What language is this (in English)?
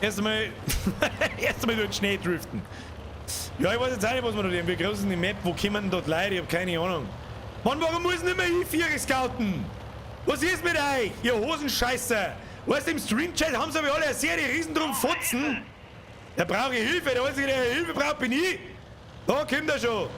Bavarian